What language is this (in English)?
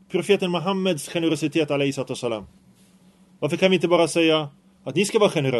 Swedish